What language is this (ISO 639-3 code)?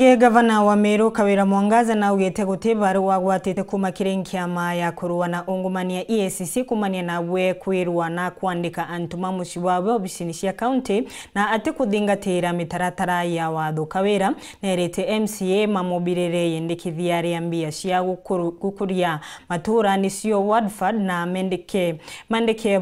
mer